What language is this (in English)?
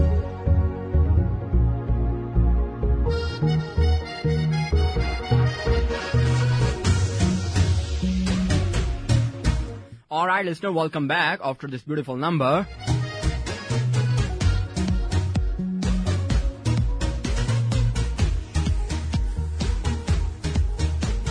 Hindi